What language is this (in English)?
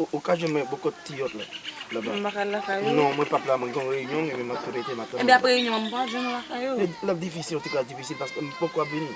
Haitian Creole